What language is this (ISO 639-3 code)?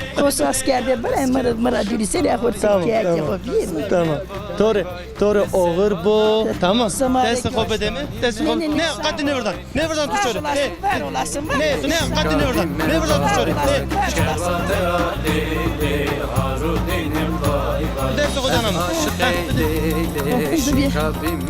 zza